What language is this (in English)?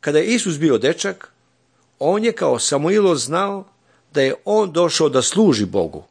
Serbian